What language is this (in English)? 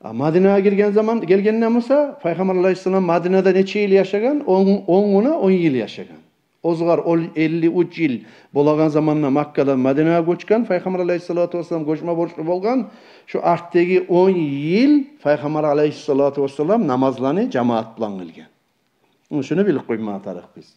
Kumyk